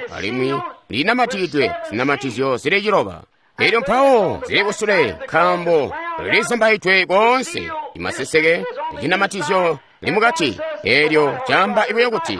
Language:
Tonga (Zambia)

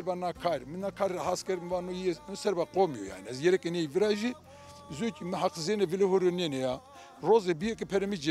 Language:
Zaza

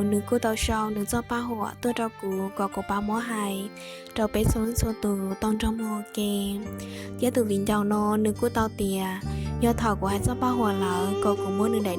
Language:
Hmong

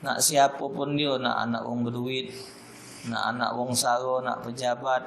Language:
Musi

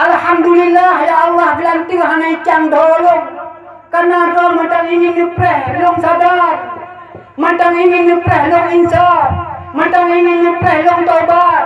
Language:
Achinese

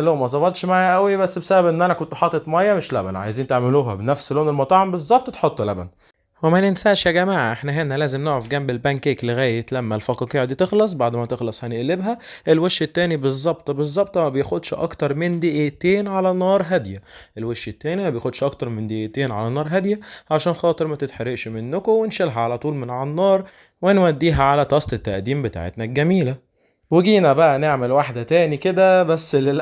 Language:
Egyptian Arabic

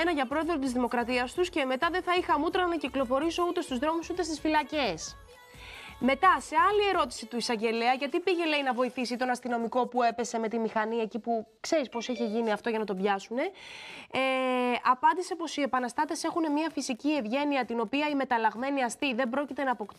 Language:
Greek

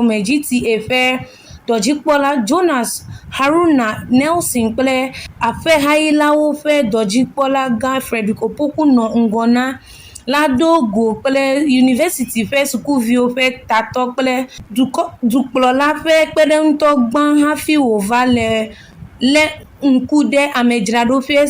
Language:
Ewe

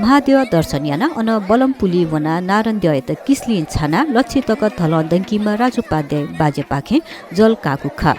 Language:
Newari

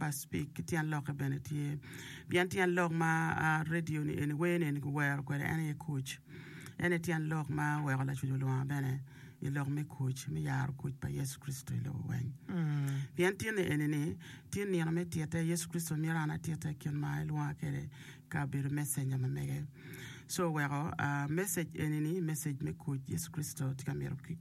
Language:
Acoli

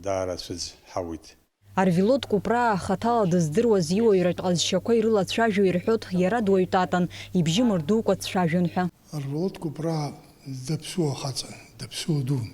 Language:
Abkhazian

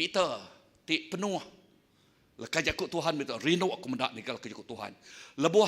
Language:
Iban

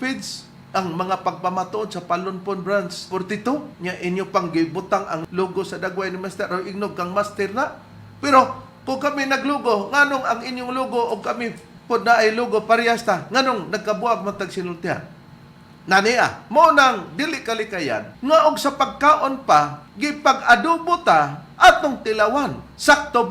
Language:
Cebuano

